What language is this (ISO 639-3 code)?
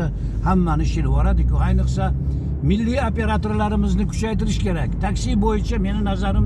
uzb